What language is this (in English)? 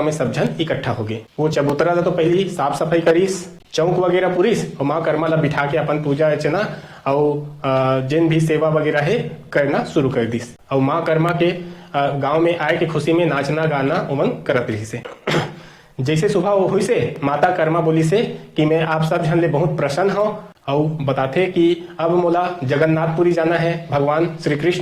Chhattisgarhi